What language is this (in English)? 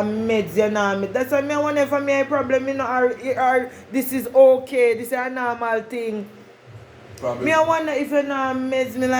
Jamaican Creole English